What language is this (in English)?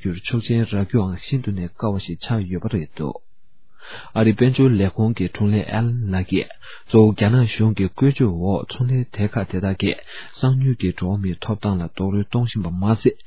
Tibetan